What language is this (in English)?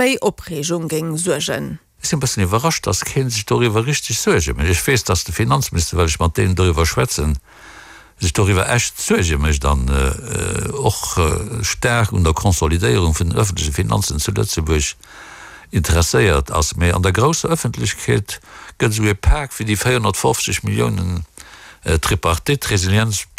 Luxembourgish